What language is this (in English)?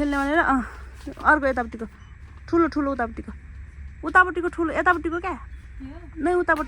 Nepali